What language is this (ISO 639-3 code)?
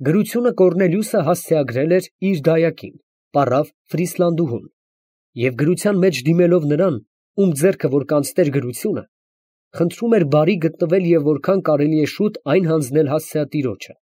hye